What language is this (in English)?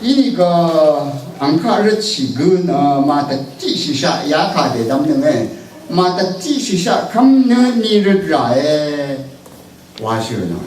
Rawang